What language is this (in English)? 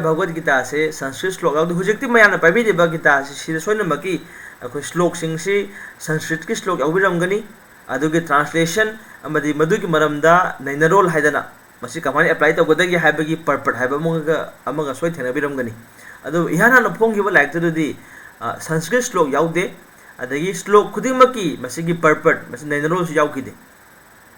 Manipuri